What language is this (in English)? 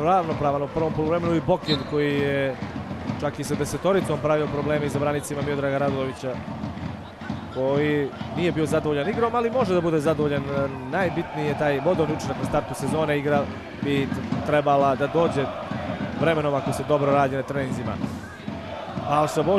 Serbian